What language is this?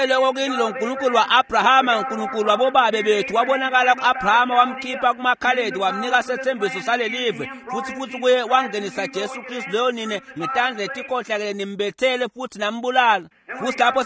Swati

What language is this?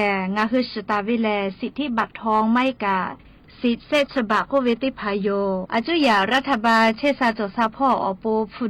Lahu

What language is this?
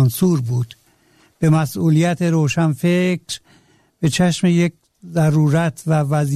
Persian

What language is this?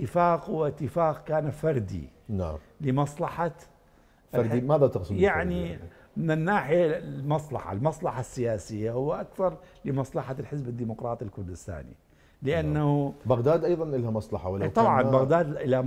Mesopotamian Arabic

